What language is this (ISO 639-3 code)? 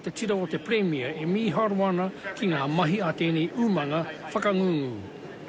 mri